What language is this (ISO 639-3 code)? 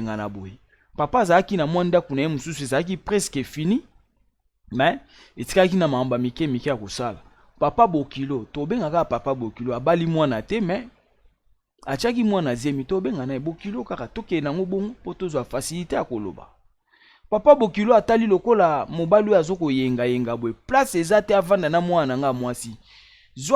lin